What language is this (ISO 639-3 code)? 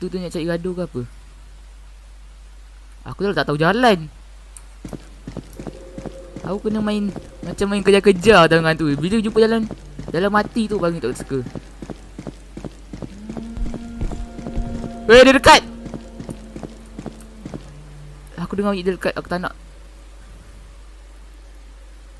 msa